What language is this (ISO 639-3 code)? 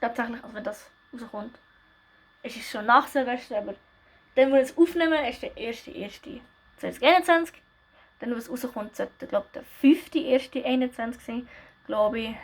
gsw